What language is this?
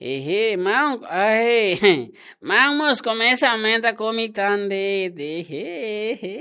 Tetum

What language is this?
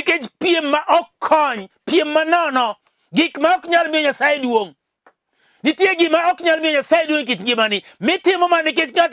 Luo (Kenya and Tanzania)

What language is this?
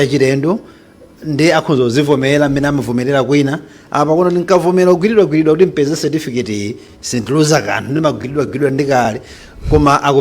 Nyanja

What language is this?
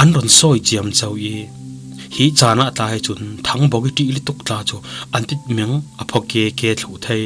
Falam Chin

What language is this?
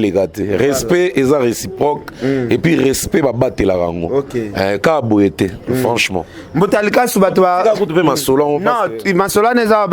Lingala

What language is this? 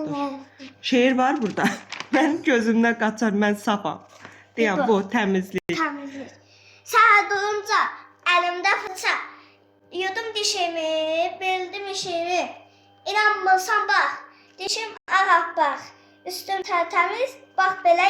Azerbaijani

